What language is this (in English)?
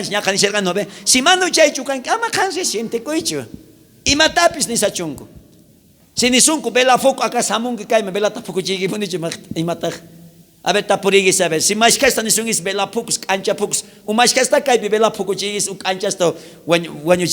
South Bolivian Quechua